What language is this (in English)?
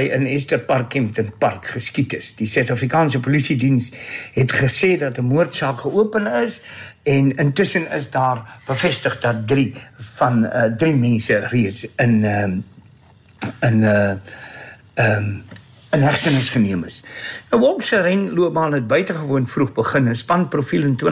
Afrikaans